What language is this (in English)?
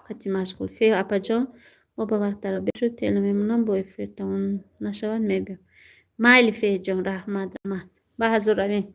Tajik